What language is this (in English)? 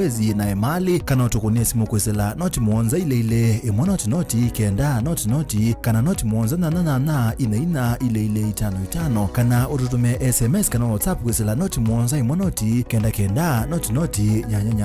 Kamba